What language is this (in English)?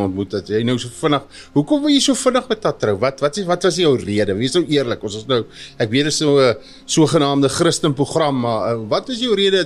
Afrikaans